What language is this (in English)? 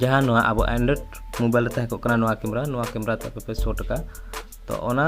Santali